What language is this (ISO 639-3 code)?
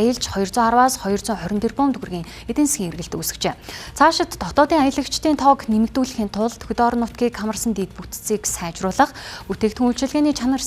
mon